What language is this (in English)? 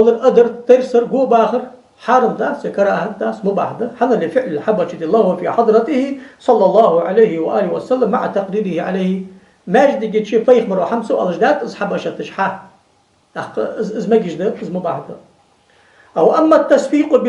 Ingush